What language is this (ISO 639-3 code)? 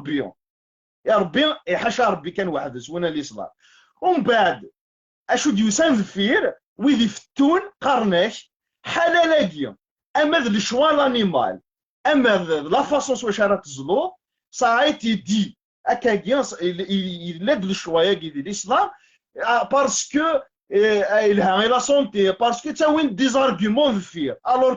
kab